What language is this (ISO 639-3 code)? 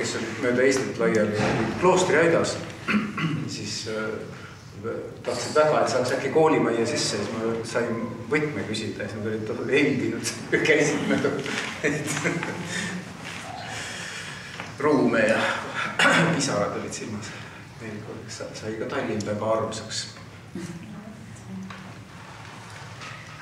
est